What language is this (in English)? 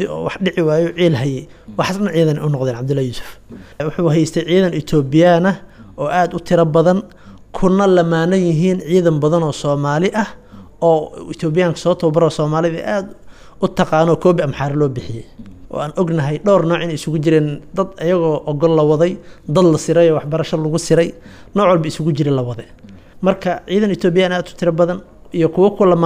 Somali